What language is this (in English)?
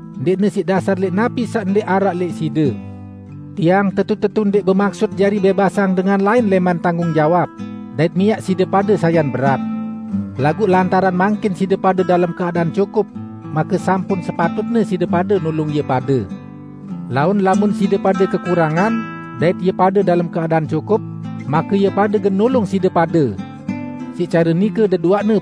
Sasak